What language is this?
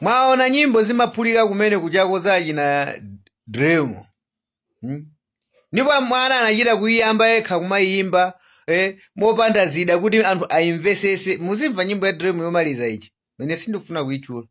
Nyanja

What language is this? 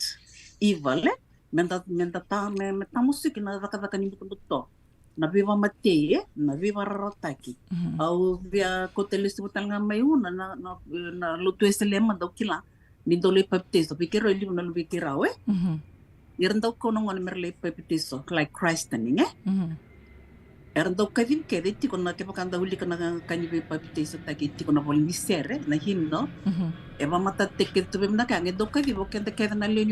Fijian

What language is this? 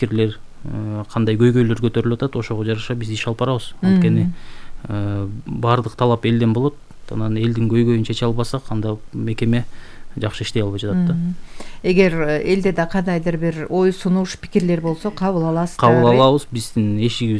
Kyrgyz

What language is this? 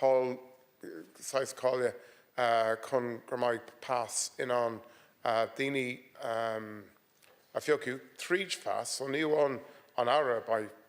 Irish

